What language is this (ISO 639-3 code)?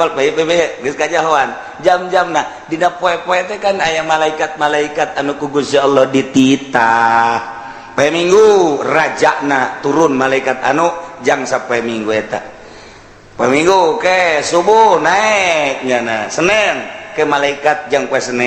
sun